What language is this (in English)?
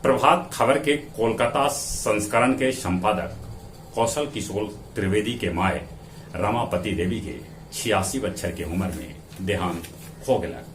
Magahi